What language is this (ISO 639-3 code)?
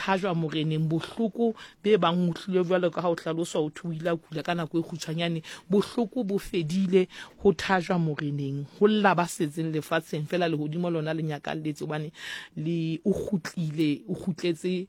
sot